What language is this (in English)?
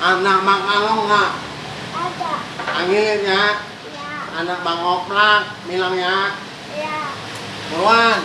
Betawi